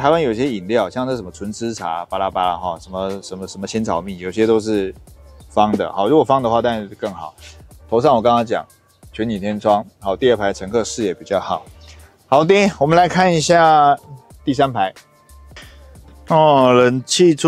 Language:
Chinese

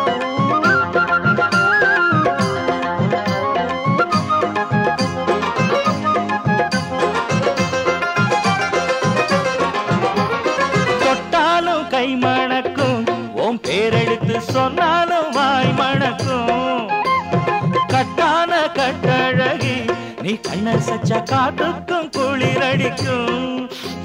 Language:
Tamil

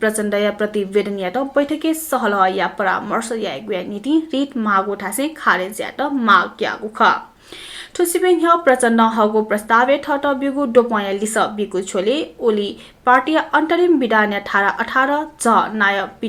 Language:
Newari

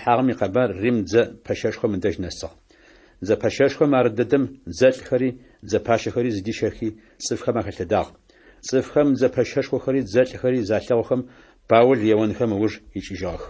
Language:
Adyghe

